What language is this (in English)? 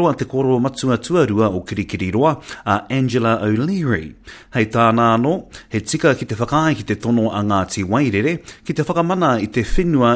Māori